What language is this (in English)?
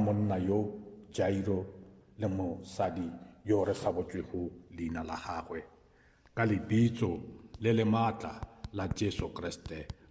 Northern Sotho